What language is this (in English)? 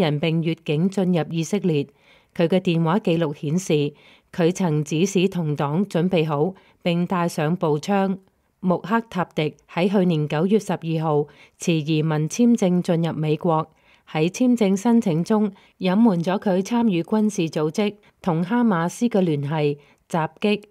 Cantonese